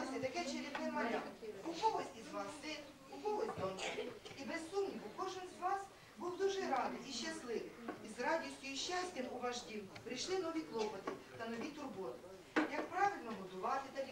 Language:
Ukrainian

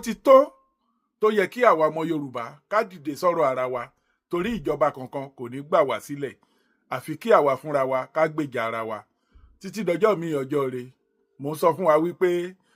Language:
Yoruba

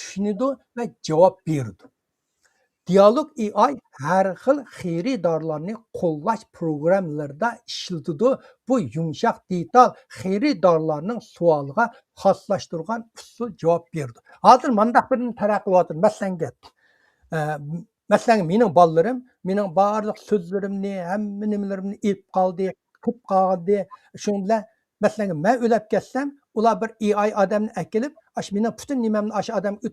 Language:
Uyghur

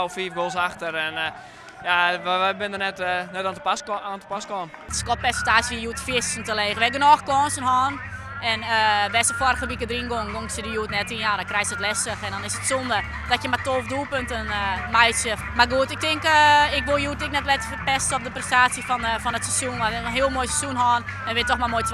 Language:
Western Frisian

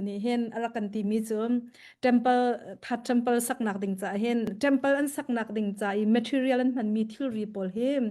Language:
Hakha Chin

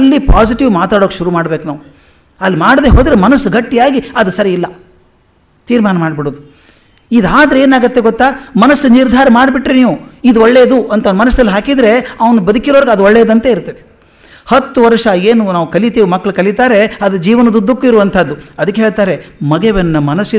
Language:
Kannada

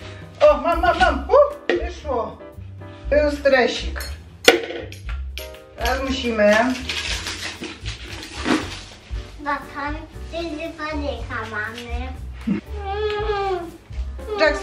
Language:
Polish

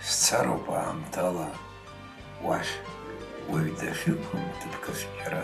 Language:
Abkhazian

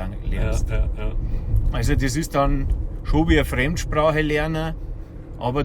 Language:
Bavarian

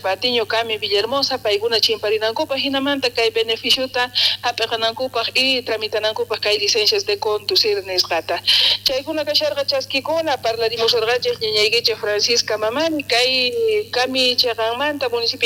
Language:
South Bolivian Quechua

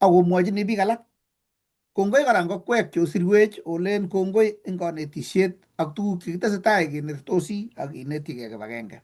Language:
Kalenjin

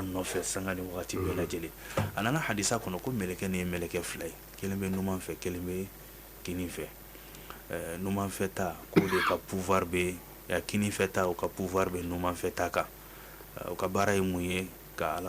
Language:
Bambara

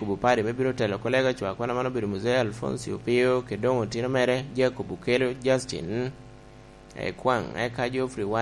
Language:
Lango (Uganda)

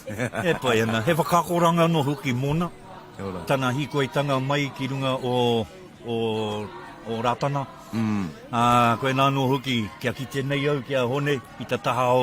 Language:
Māori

